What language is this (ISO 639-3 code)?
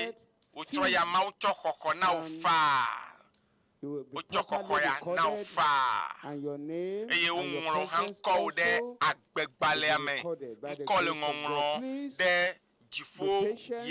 ewe